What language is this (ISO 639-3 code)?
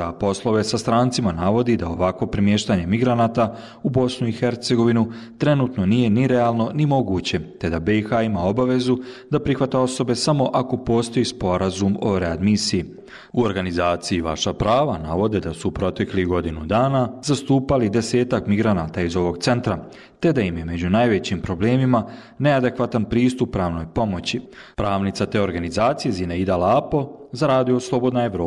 bos